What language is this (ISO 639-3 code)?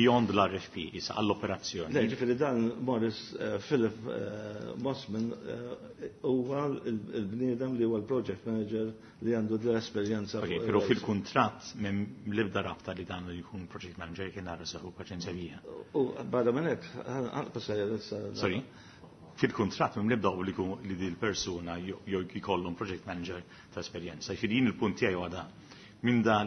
mlt